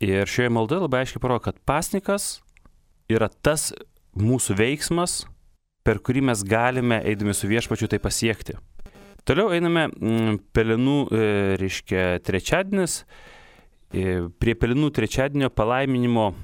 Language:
Lithuanian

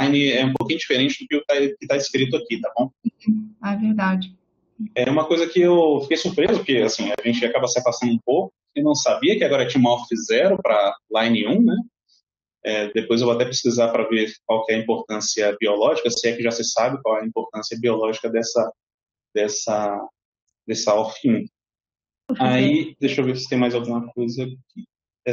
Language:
Portuguese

